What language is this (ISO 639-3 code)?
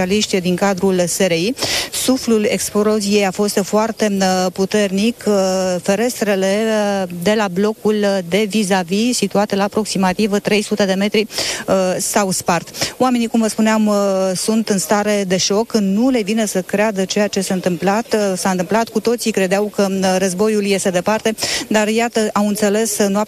ron